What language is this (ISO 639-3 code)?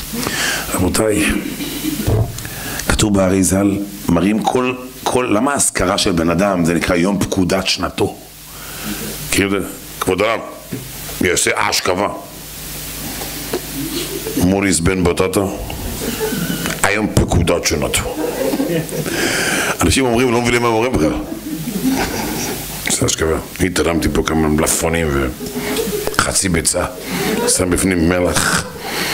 heb